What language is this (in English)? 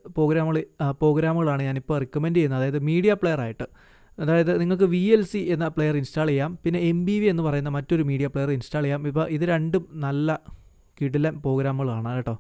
Malayalam